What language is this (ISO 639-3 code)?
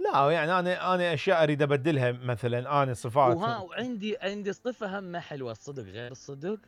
acm